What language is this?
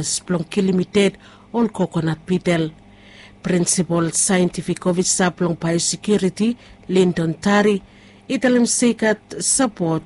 Bislama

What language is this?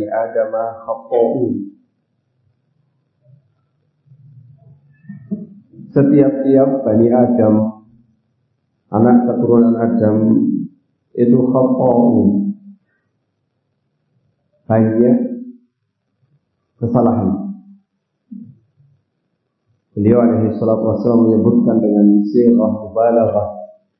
Indonesian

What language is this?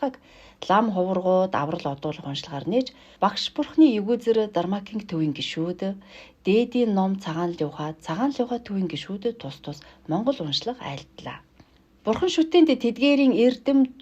Mongolian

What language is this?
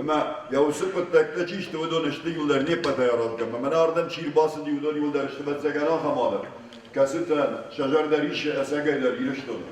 Ossetic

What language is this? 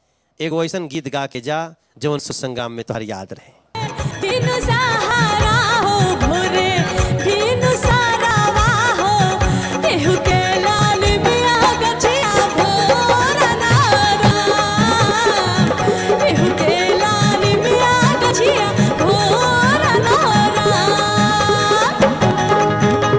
Bhojpuri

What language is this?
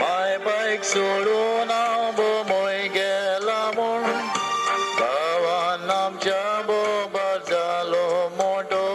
Konkani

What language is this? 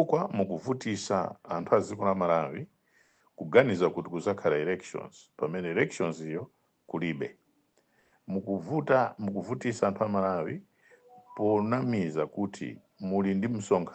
Nyanja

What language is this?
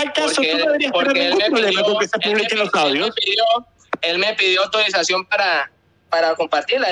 Spanish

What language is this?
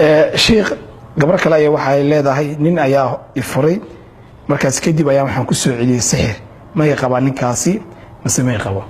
Somali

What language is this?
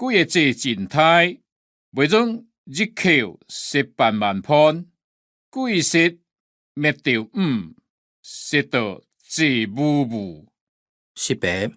Hakka Chinese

